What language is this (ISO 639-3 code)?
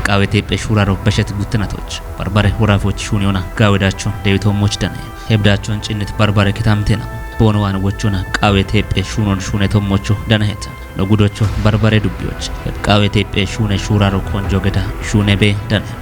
kbr